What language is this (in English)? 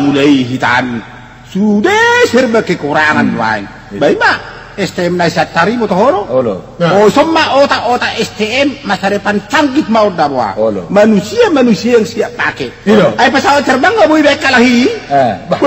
Batak Toba